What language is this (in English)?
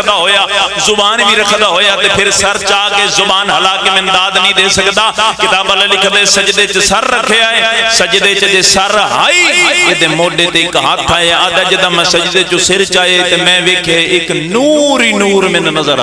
Pahari-Potwari